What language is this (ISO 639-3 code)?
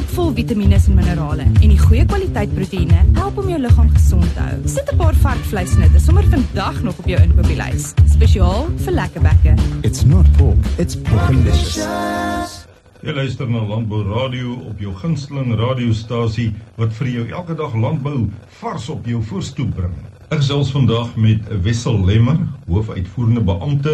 afr